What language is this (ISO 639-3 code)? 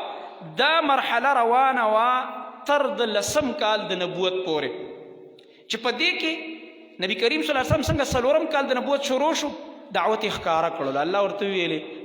pus